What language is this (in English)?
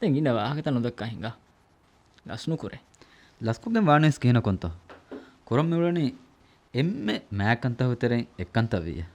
Divehi